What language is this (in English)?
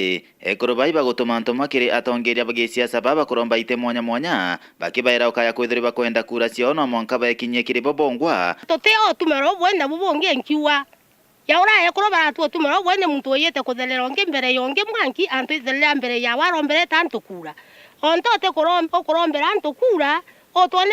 Meru